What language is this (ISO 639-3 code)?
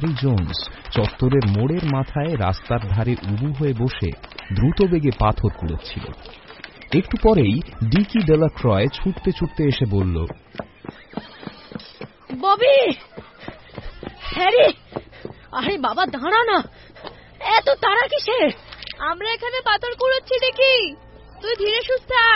ben